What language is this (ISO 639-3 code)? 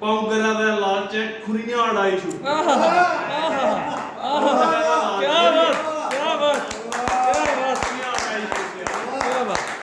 doi